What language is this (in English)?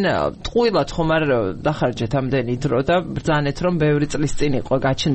Georgian